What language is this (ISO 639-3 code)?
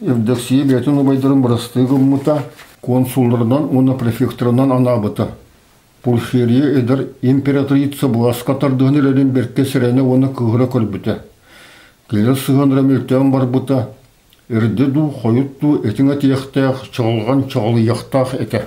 sah